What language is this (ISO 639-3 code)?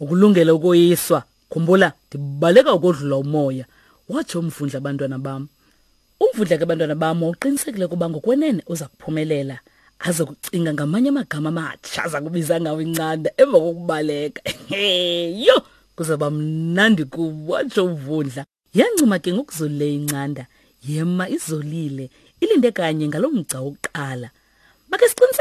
xho